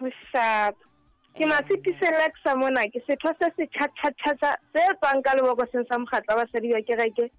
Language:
Southern Sotho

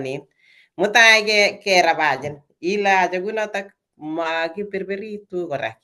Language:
Kalenjin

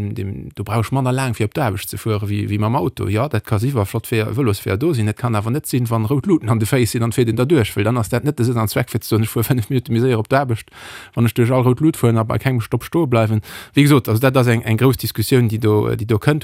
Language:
Luxembourgish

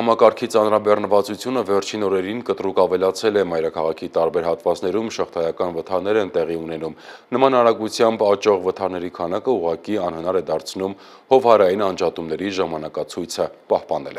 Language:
Armenian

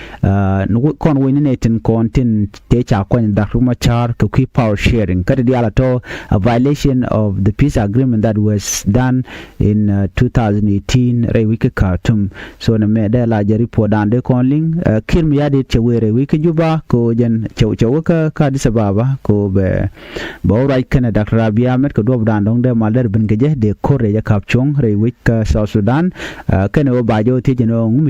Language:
Nuer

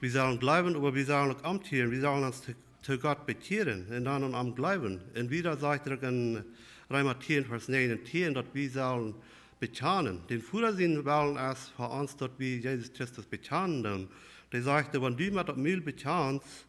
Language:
Plautdietsch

